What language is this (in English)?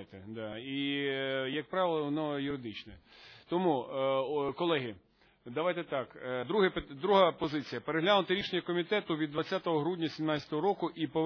Ukrainian